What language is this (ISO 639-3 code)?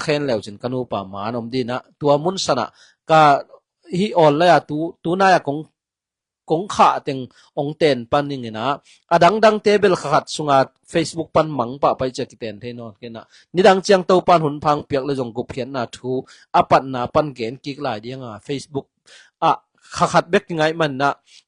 ctd